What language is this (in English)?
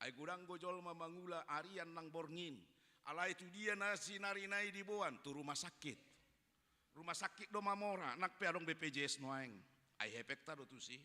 Batak Toba